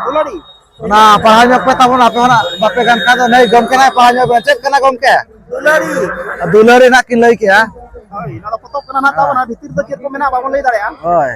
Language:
Santali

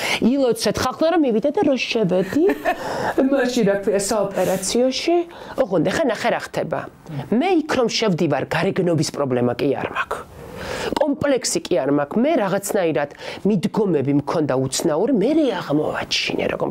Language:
Georgian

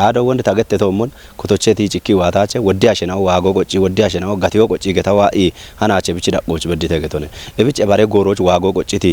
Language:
Kafa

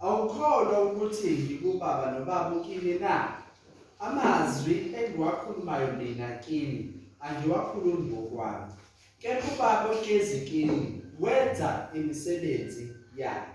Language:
Zulu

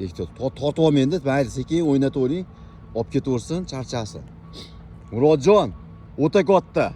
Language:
Uzbek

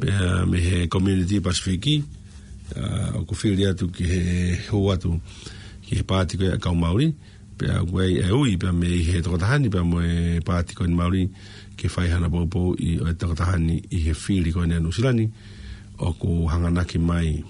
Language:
Tongan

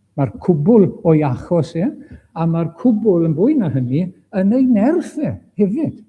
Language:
Welsh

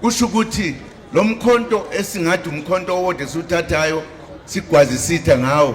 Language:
Zulu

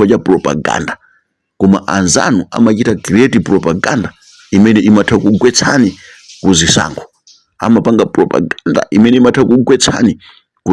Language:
Nyanja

